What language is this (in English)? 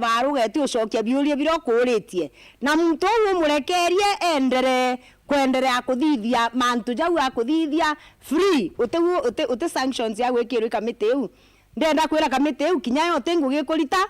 Meru